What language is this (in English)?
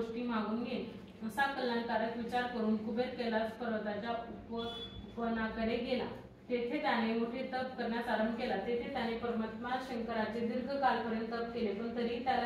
Marathi